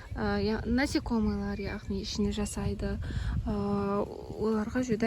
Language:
Kara-Kalpak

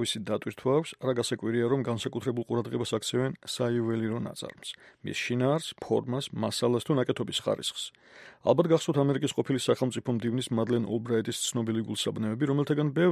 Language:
Georgian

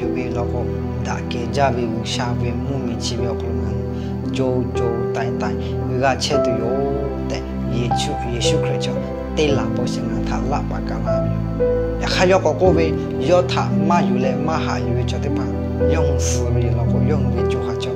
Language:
Lahu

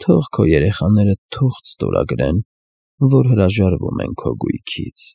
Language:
Armenian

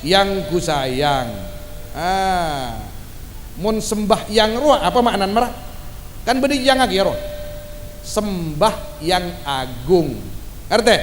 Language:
Madurese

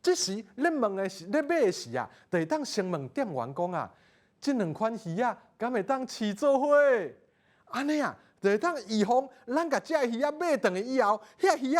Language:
Min Nan Chinese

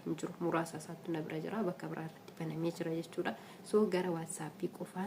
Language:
Oromo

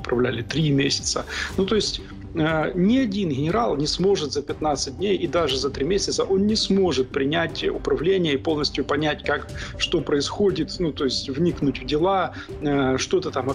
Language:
Russian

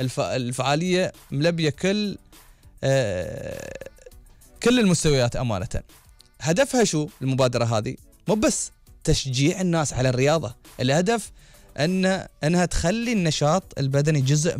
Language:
Gulf Arabic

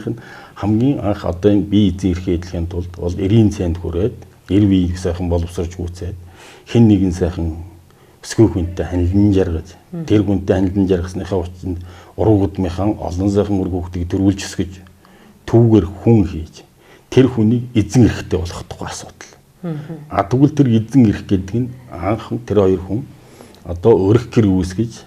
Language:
Mongolian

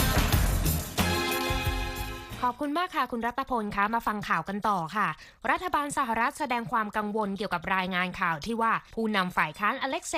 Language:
Thai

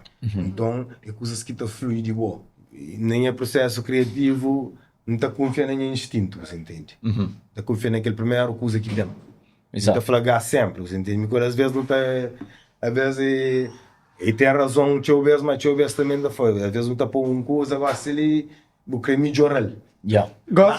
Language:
Kabuverdianu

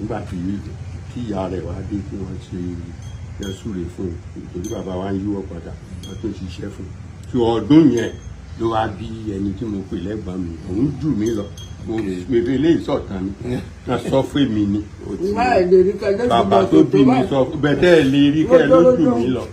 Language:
Yoruba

